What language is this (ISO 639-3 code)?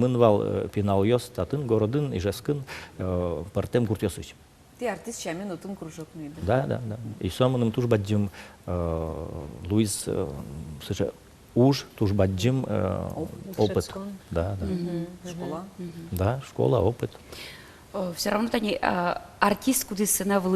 udm